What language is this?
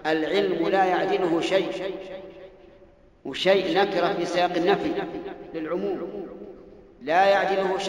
Arabic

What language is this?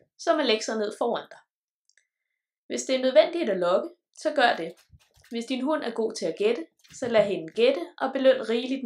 Danish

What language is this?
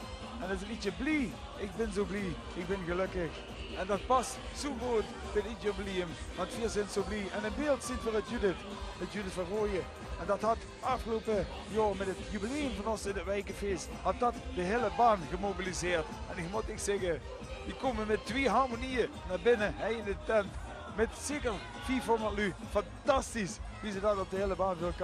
Limburgish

